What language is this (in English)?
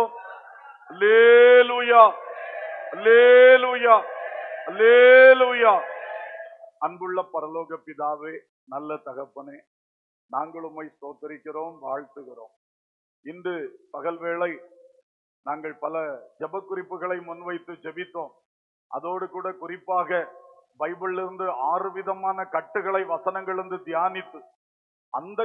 Tamil